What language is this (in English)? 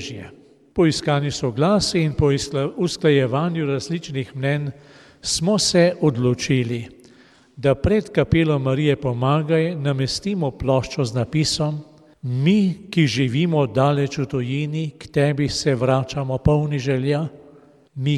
Slovenian